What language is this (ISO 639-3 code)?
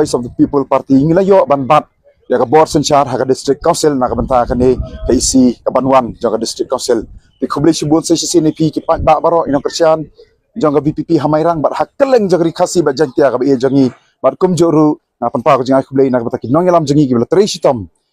kha